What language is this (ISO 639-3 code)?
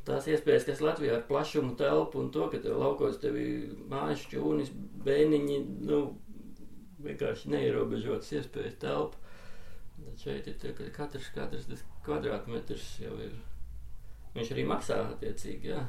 lav